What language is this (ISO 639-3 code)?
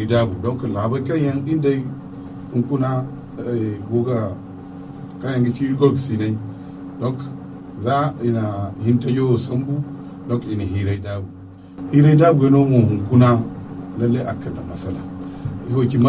dje